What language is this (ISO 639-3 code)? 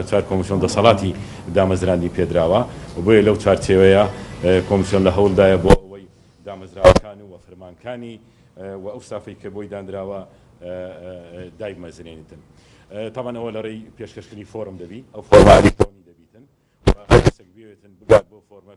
ckb